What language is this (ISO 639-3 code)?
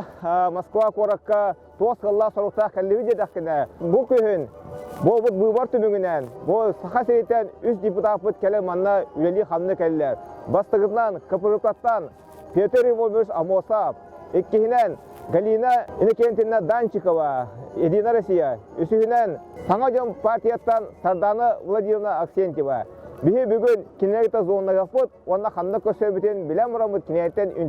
sah